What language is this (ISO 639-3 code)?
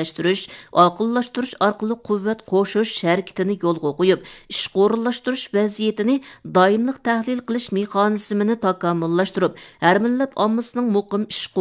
uig